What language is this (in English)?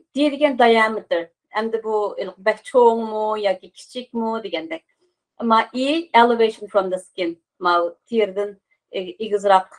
Uyghur